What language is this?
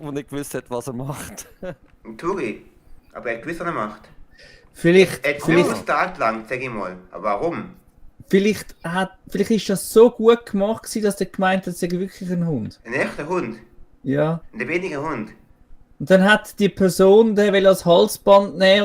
Swiss German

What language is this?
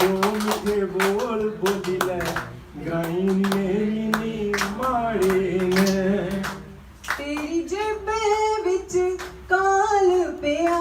Dogri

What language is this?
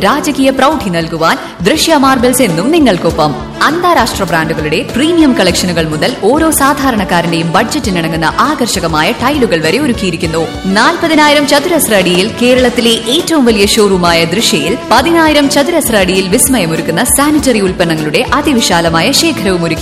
Malayalam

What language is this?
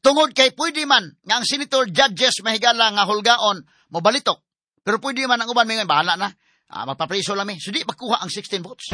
Cebuano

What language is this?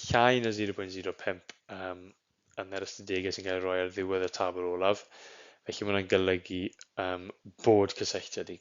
Welsh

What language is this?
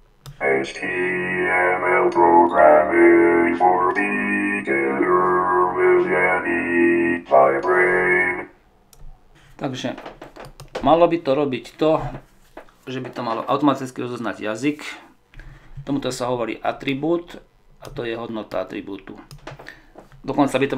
Slovak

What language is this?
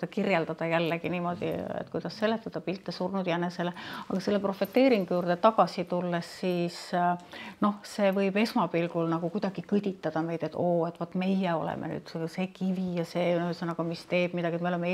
Estonian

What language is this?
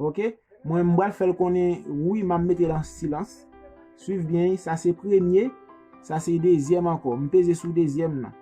Haitian Creole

